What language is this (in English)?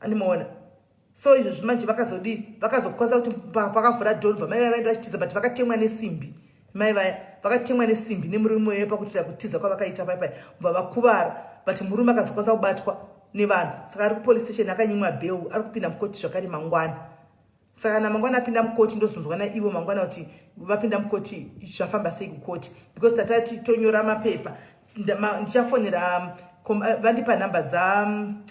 Shona